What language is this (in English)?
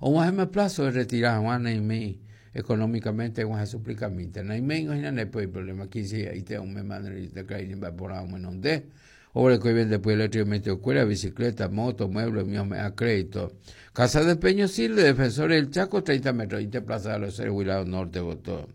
Guarani